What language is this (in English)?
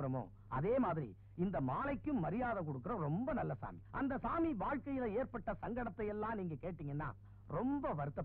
Tamil